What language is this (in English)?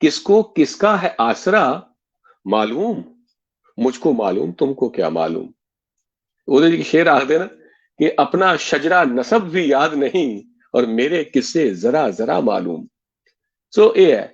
Dogri